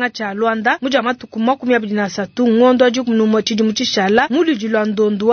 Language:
Luba-Lulua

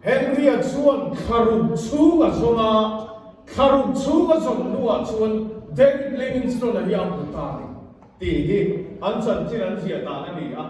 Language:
Mizo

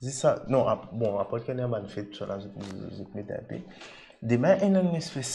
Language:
Morisyen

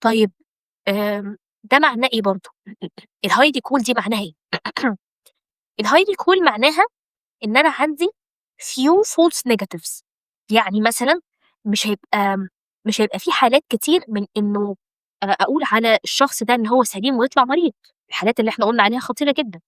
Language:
Egyptian Arabic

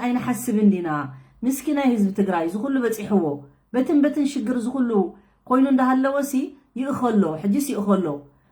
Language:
Tigrinya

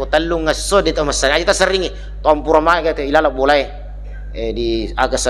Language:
Buginese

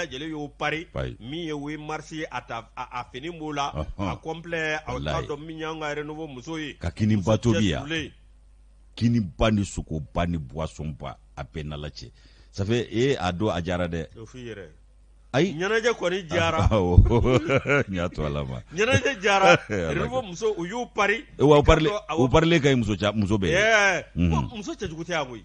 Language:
Bambara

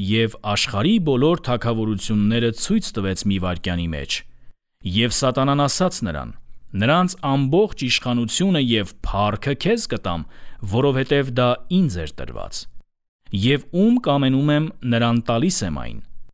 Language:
Armenian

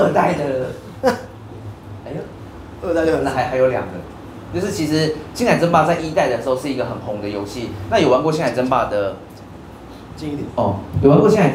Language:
Chinese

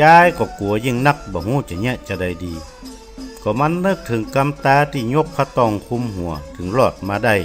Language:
Northern Thai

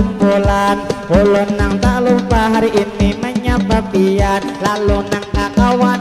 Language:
Banjar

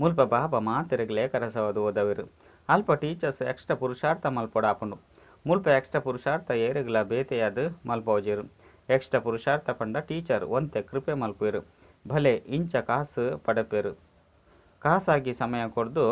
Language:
Tulu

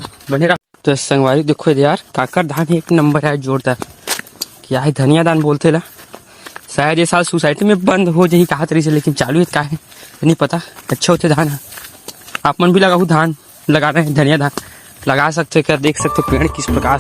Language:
Chhattisgarhi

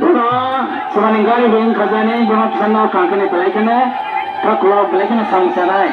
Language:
Kok Borok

